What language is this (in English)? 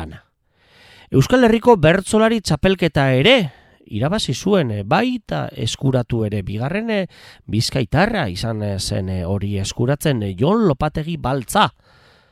Basque